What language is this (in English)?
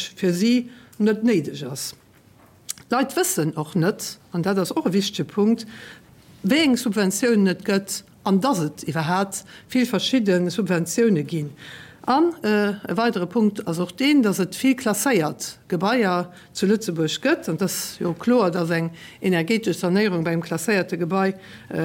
Luxembourgish